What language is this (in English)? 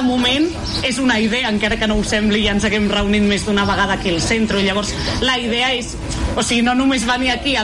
Catalan